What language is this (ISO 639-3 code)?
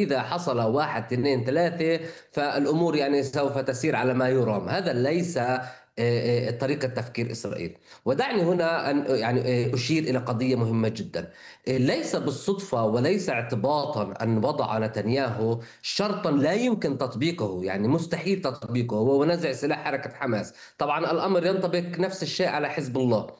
ara